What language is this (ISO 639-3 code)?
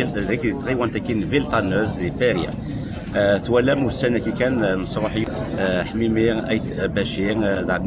kab